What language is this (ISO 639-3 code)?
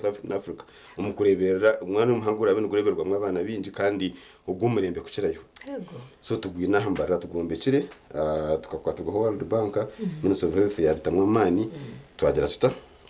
nyn